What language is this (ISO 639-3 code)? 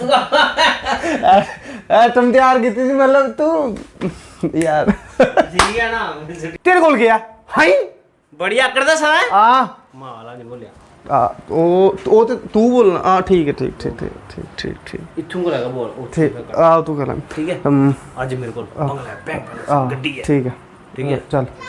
doi